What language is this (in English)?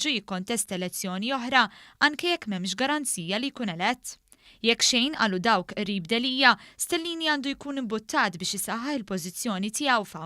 Maltese